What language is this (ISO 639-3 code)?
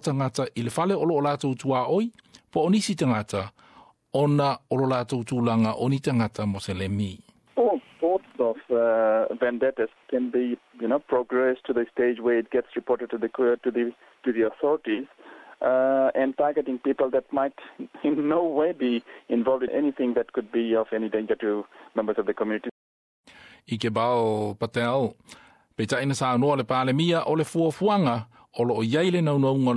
smo